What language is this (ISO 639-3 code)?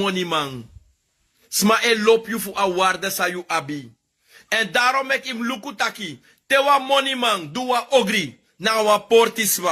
srn